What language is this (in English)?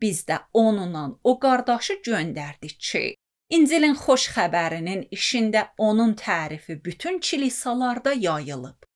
Azerbaijani